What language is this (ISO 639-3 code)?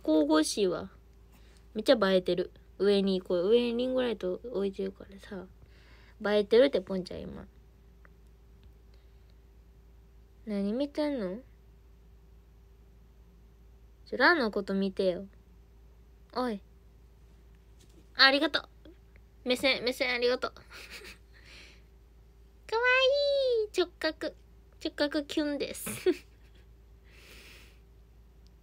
jpn